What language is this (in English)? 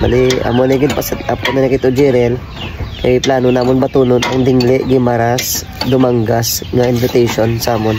Hiligaynon